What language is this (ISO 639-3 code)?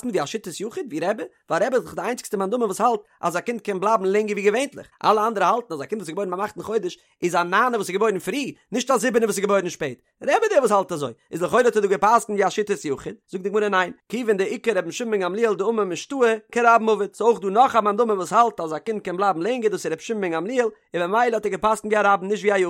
yid